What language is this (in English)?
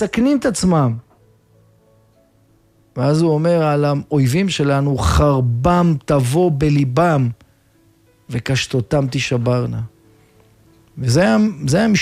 Hebrew